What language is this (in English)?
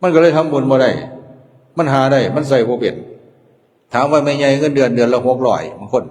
Lao